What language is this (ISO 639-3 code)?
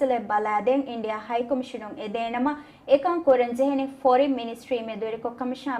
div